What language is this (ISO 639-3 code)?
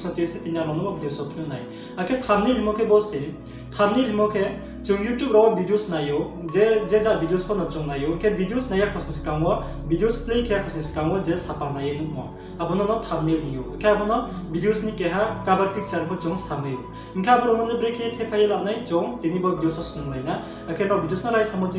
ria